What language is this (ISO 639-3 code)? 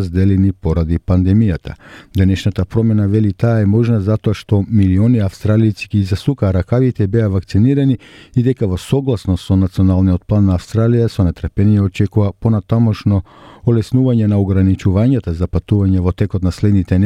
mkd